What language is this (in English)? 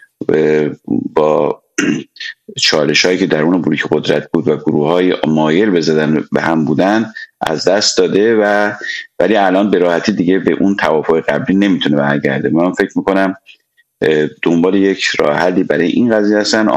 Persian